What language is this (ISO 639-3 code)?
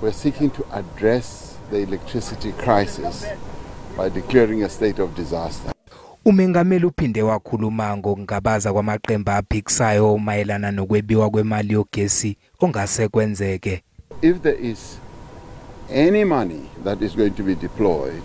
zul